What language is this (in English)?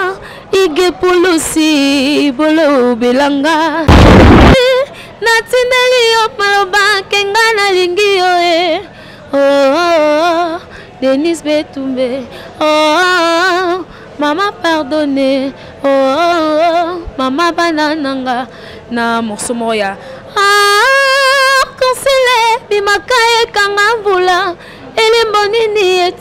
Lingala